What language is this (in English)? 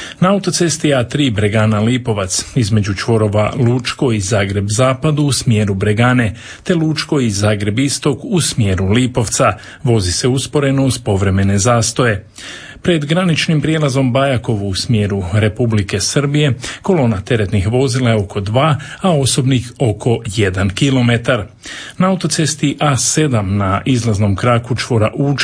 Croatian